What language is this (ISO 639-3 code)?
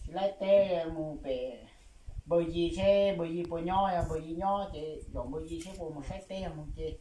hmn